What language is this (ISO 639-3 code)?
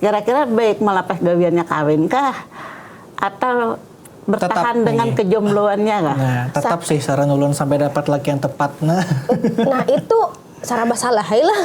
bjn